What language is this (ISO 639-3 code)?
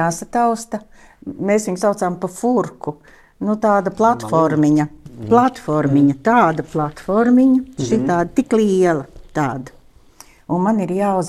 lav